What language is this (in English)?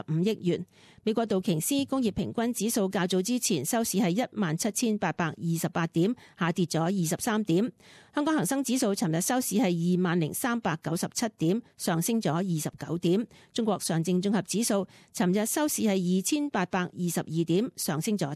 Cantonese